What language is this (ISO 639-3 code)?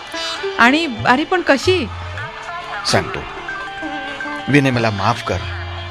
mar